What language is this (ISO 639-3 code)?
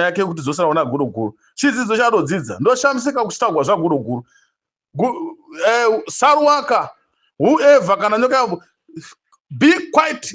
sna